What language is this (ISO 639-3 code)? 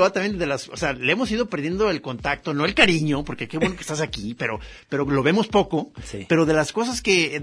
spa